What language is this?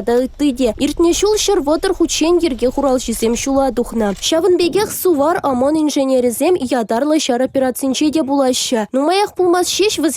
Chuvash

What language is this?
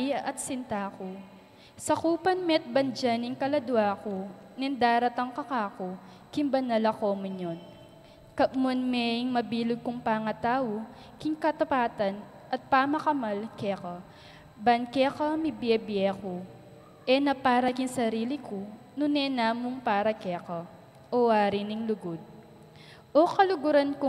Pampanga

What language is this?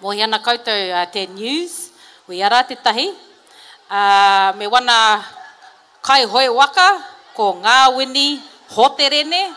Māori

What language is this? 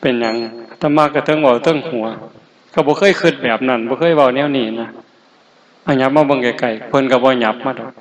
Northeastern Thai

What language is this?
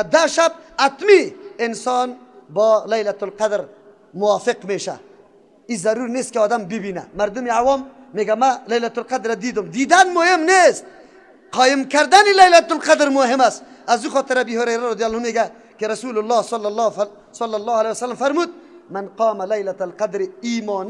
Persian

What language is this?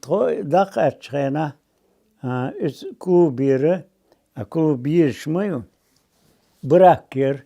Chechen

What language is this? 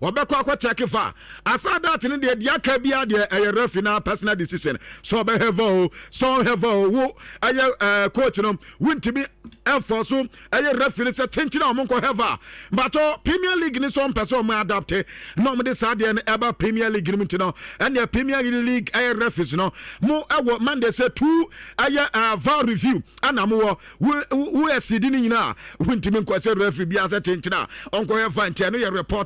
Akan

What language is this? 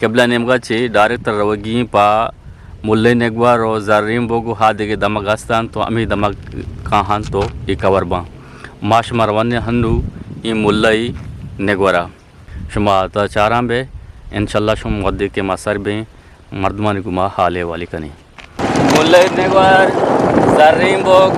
Eastern Balochi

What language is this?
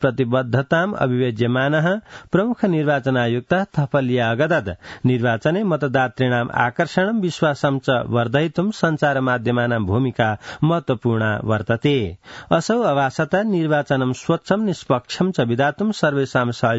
Sanskrit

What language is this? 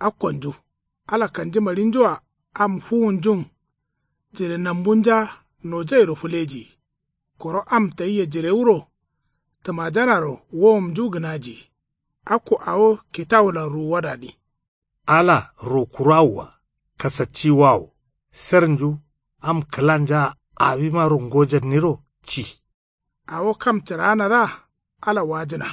Kanuri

